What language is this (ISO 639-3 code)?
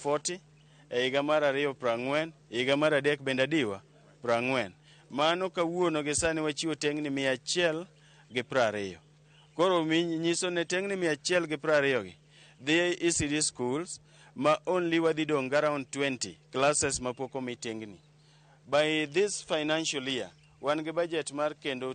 luo